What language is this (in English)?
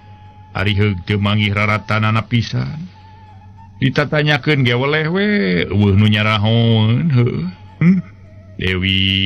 Sundanese